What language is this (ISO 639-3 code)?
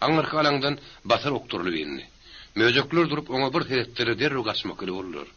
tuk